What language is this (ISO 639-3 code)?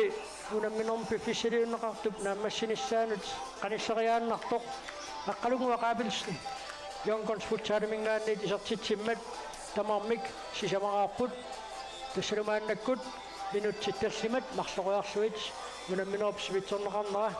kal